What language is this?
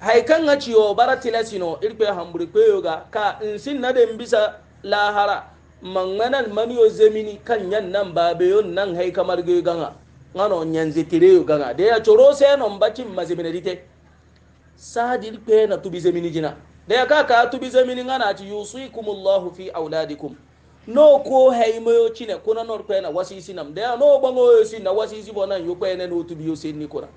Hausa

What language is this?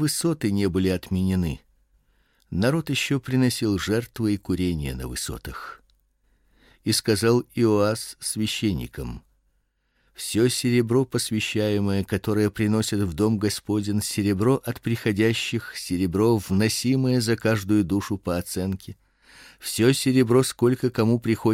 Russian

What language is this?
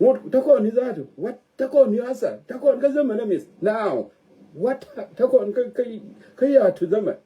Nuer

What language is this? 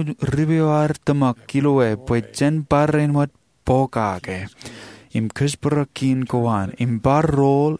Marshallese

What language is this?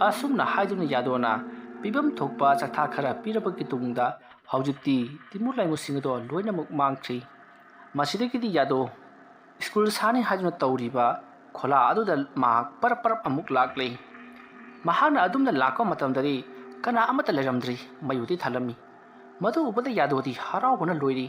Manipuri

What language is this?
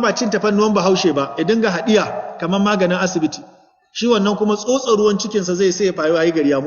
Hausa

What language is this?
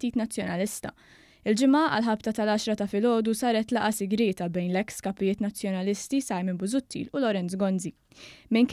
Maltese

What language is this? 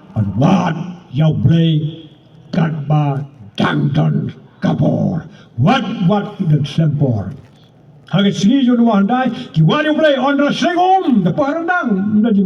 Khasi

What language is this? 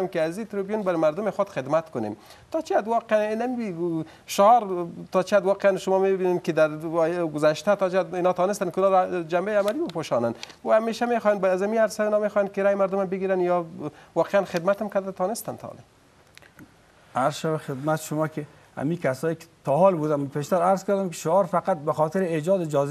Persian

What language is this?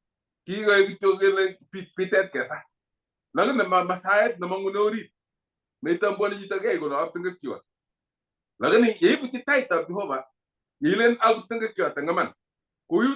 Kalenjin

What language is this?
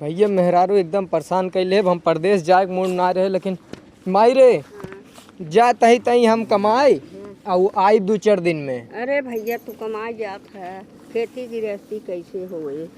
Awadhi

